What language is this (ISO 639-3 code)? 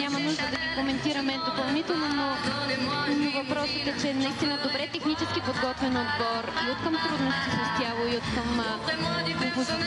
bul